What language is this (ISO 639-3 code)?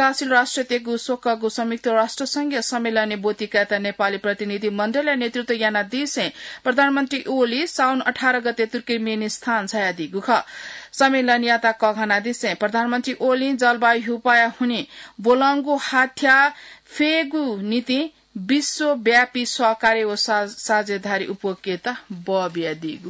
new